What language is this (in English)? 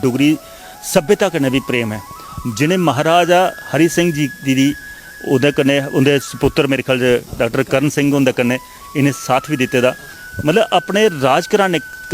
Dogri